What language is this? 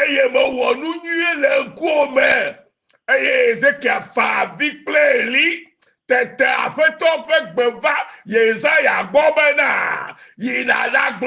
Ewe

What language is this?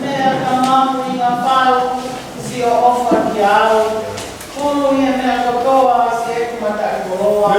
Tongan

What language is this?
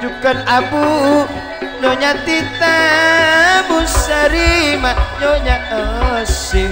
Madurese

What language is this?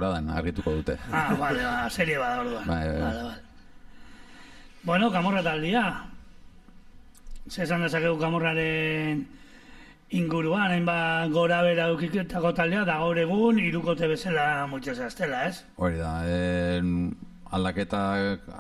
Basque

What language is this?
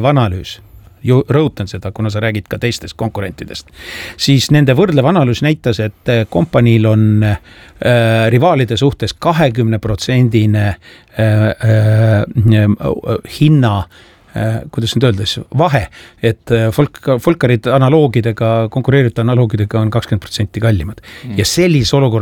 Estonian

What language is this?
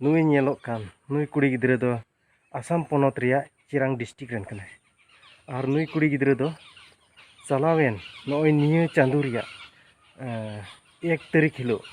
Santali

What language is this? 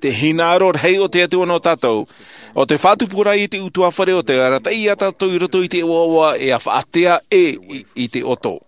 Tahitian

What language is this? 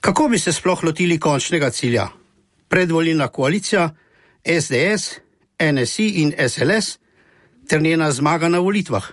Slovenian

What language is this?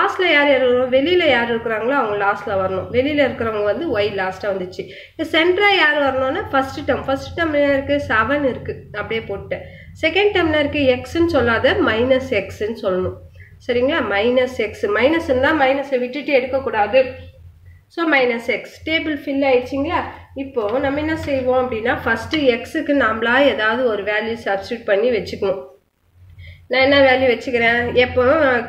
Tamil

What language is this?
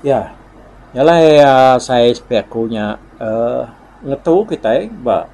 Iban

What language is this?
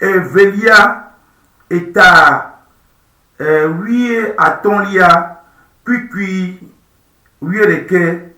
Ewe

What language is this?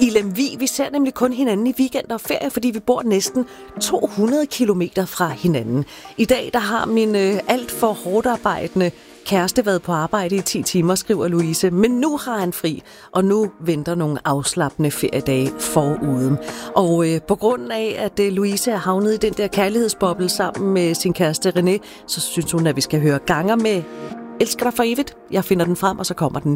Danish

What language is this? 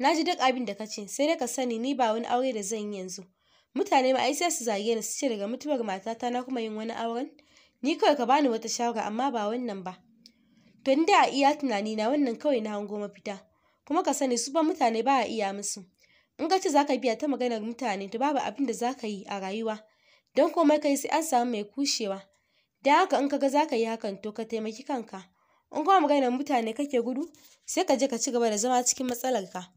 Hausa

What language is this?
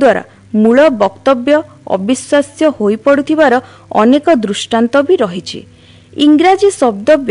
Odia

